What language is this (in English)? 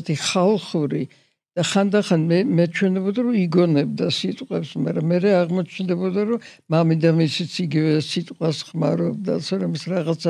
Georgian